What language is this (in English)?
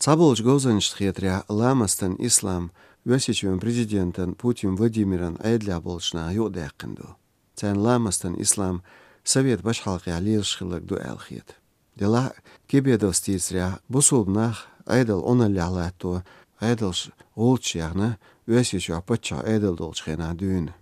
Chechen